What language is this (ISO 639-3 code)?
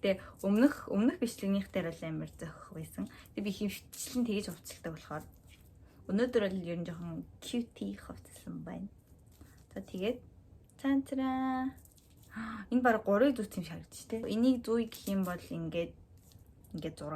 mon